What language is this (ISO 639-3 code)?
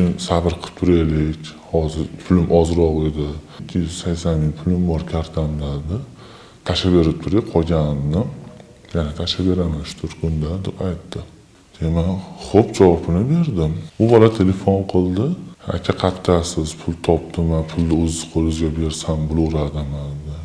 uzb